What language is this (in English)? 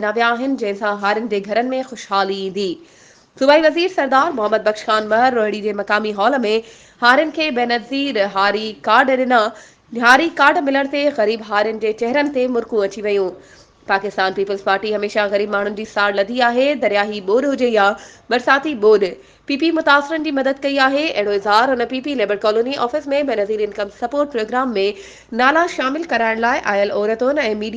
Sindhi